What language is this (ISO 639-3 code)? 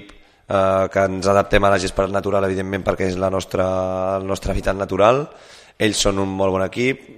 cat